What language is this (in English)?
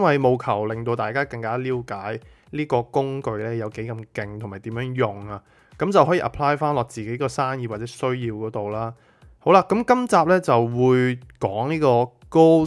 Cantonese